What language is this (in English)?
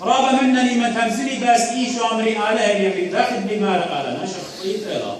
Assyrian Neo-Aramaic